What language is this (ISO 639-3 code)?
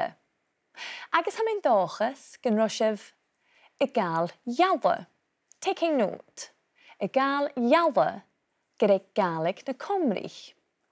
gla